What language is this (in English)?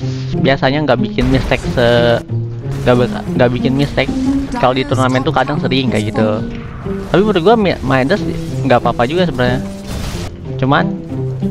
Indonesian